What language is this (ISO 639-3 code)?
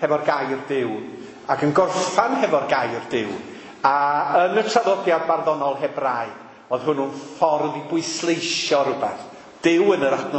cym